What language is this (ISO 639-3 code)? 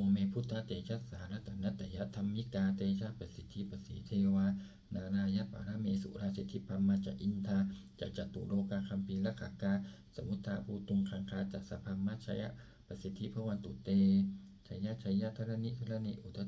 pli